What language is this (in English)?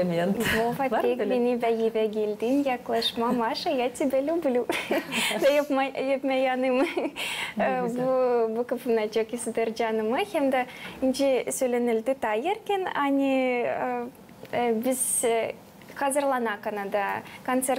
Gagauz